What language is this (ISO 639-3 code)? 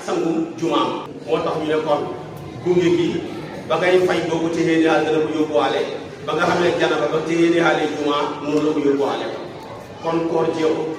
wol